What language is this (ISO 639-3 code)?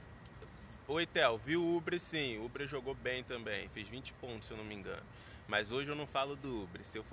por